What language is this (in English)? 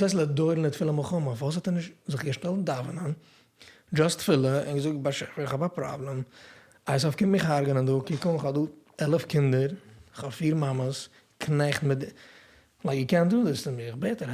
Yiddish